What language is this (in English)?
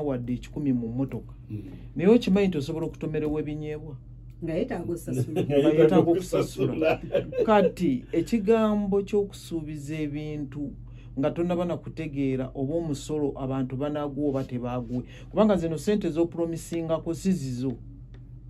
Ganda